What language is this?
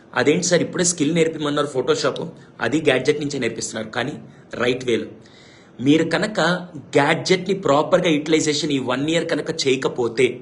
Telugu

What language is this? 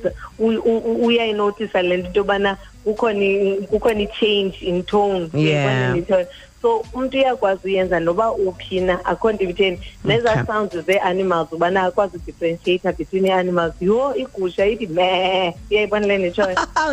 Xhosa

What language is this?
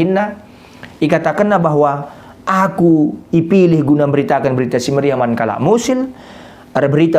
Batak Karo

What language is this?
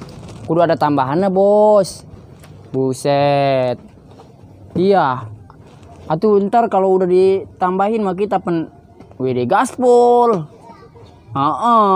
Betawi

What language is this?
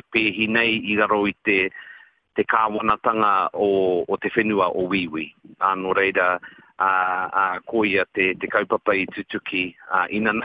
Māori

